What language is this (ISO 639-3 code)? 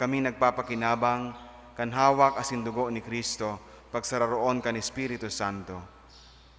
bik